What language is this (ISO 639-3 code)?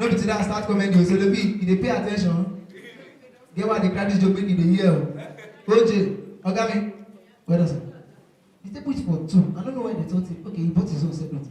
pcm